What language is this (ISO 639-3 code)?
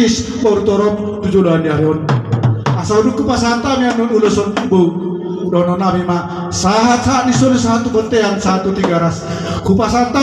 bbc